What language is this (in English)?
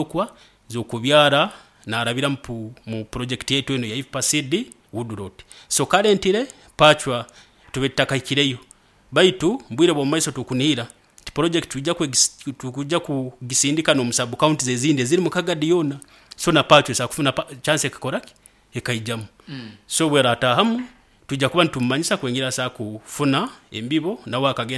Nyoro